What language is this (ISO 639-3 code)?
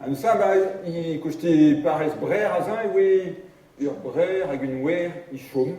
bre